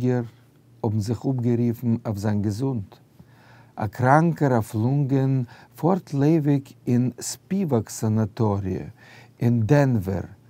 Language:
Yiddish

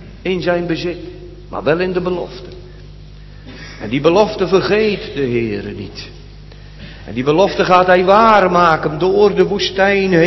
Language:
Dutch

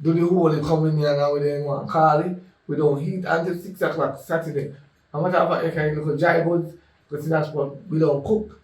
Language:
Jamaican Creole English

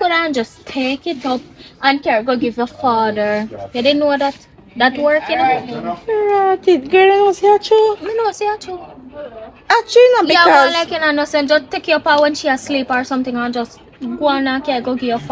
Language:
Jamaican Creole English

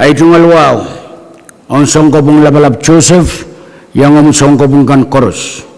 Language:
Pohnpeian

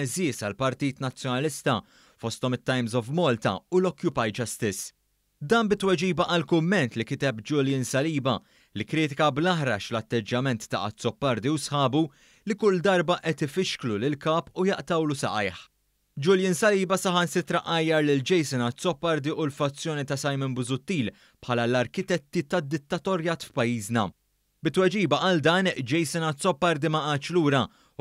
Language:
Maltese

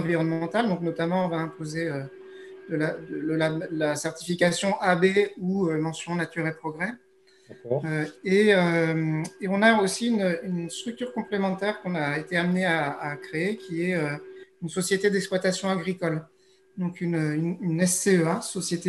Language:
French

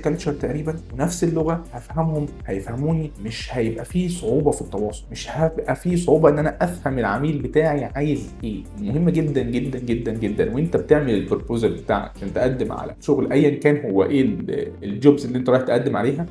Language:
Egyptian Arabic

